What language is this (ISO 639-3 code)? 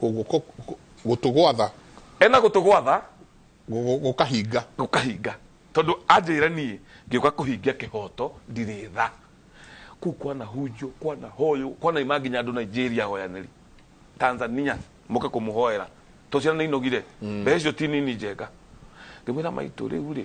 kik